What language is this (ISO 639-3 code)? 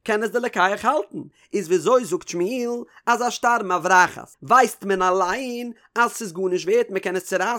yid